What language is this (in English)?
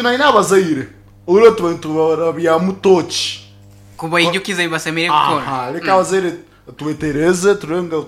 Nyoro